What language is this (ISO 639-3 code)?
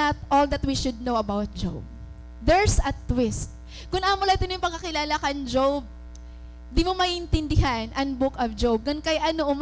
war